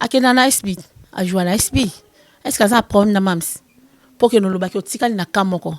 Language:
Lingala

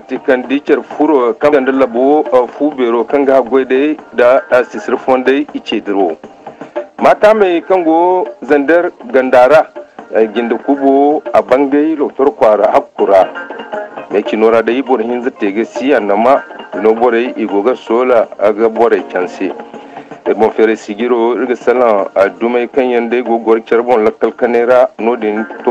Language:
Zarma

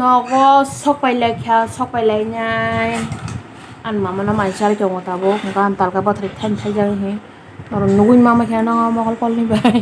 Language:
Kok Borok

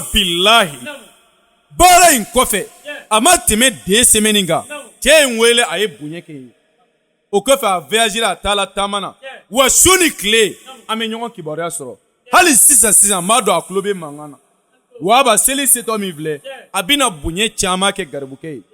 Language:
Bambara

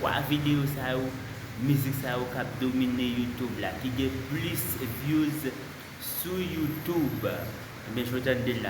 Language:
Haitian Creole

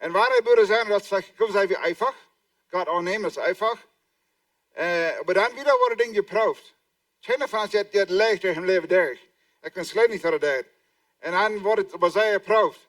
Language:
Plautdietsch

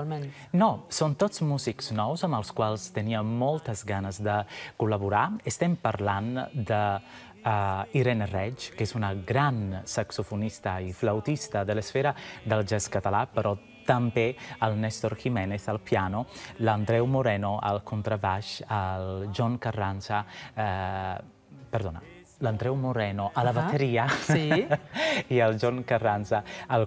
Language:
Catalan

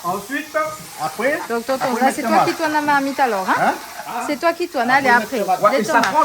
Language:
Réunion Creole French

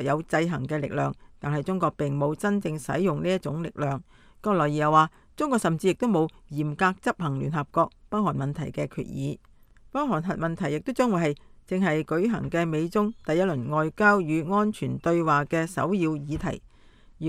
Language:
Cantonese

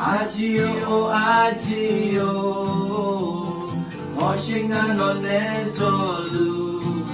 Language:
Akha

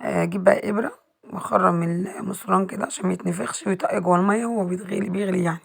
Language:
Egyptian Arabic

